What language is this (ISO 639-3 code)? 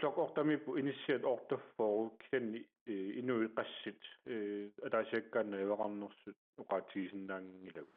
kal